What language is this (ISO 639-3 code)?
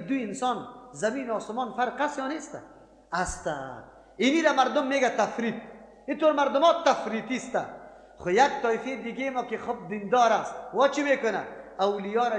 fas